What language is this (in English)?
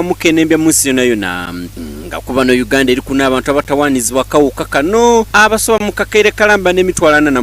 Soga